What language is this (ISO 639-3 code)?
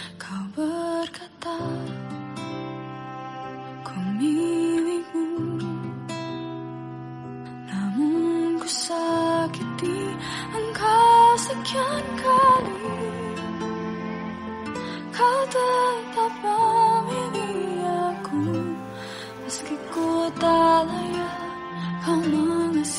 ind